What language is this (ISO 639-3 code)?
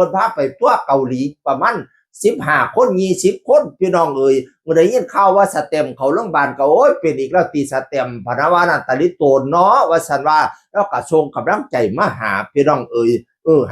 tts